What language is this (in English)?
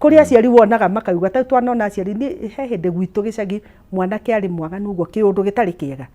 Kikuyu